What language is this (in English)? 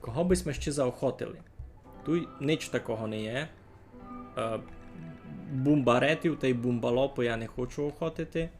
Rusyn